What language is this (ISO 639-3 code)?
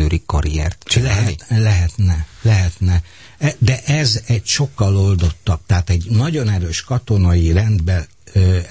hun